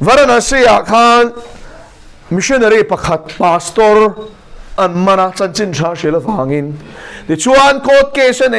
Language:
Mizo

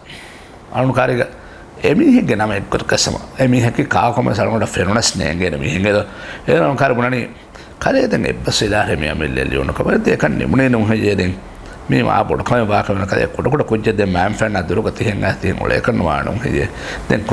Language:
Divehi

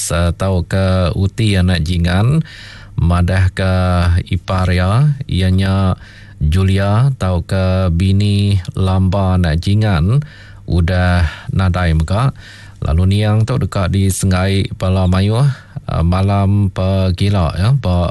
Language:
Iban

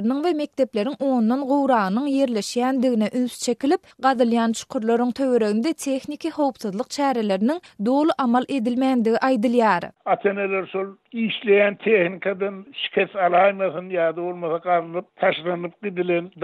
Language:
Turkmen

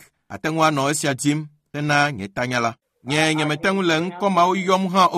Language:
Ewe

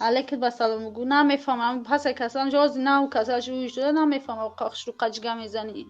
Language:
Tajik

